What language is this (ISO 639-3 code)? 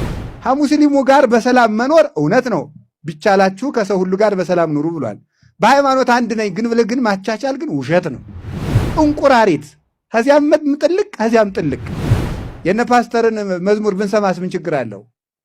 amh